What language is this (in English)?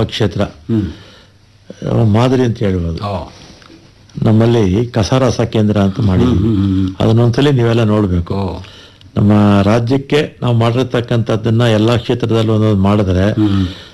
Kannada